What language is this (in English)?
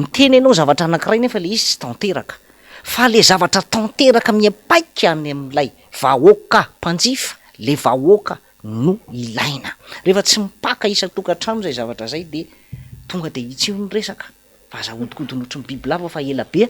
Malagasy